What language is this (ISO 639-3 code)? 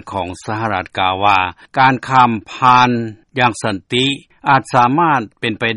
lao